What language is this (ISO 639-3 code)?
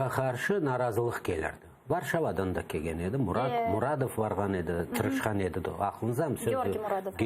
crh